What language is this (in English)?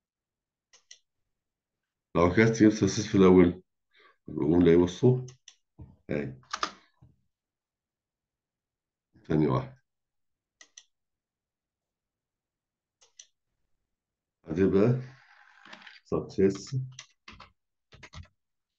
Egyptian Arabic